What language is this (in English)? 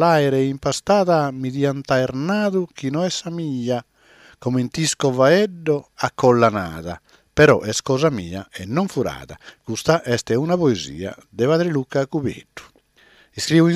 Sardinian